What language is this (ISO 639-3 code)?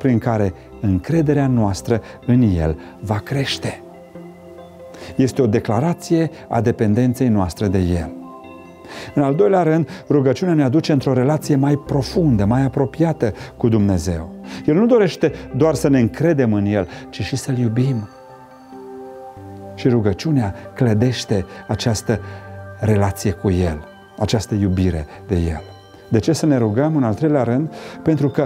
ron